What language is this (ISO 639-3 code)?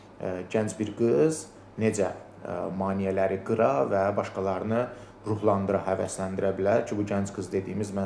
aze